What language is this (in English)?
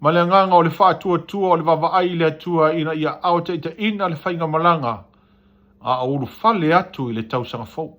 Samoan